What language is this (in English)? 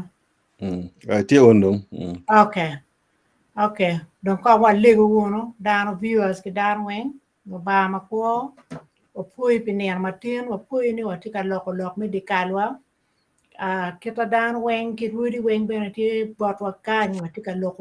Acoli